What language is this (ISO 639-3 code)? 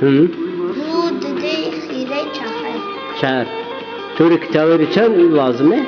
zza